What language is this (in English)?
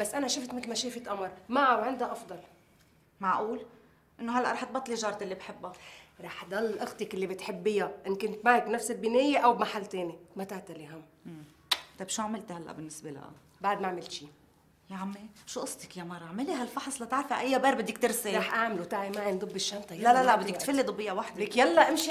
North Levantine Arabic